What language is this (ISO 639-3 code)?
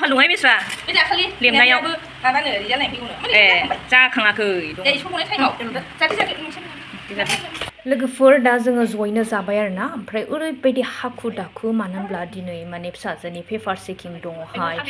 brx